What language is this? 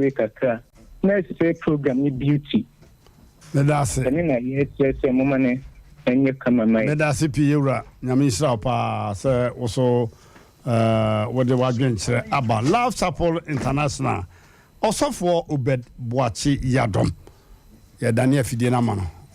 Akan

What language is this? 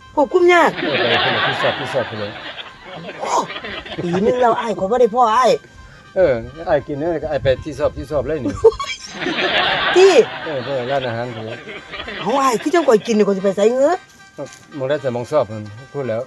Lao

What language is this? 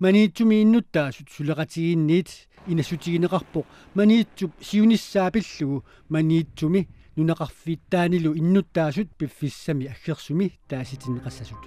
Kalaallisut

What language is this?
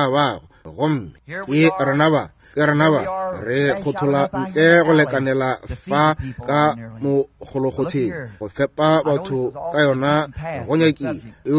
Northern Sotho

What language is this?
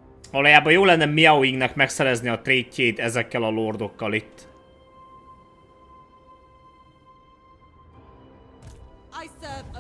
Hungarian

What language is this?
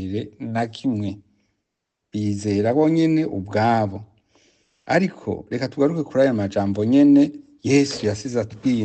Rundi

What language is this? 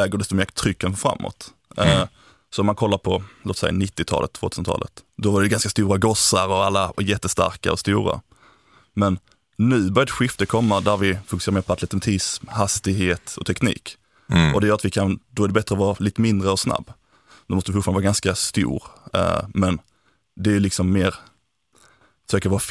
Swedish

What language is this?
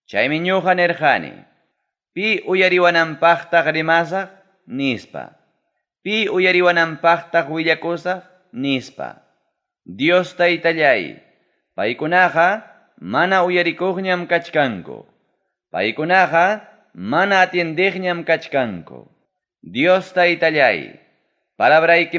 Ayacucho Quechua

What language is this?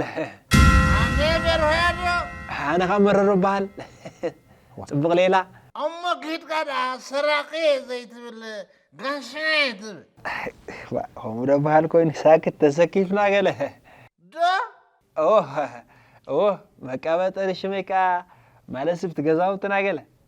Tigrinya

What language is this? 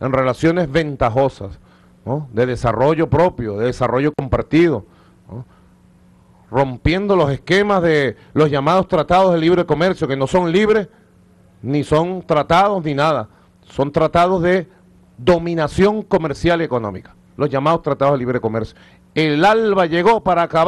Spanish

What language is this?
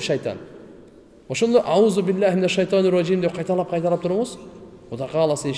Kyrgyz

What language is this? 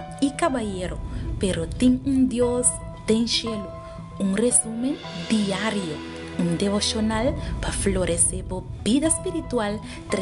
Papiamento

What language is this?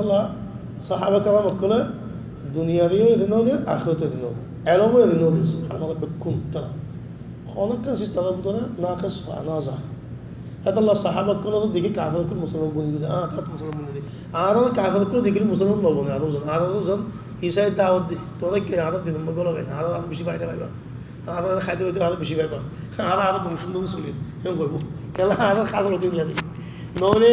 Rohingya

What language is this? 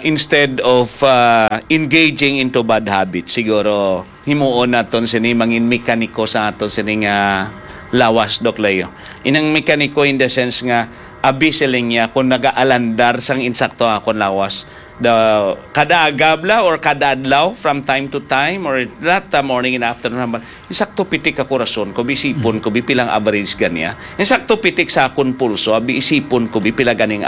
Hiligaynon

